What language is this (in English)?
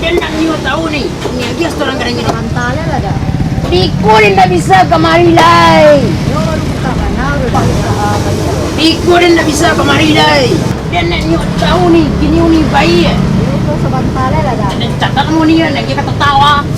Minangkabau